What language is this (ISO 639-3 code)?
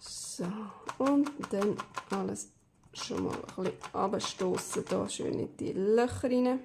gsw